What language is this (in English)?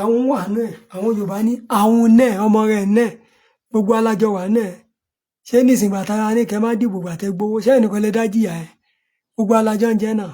Yoruba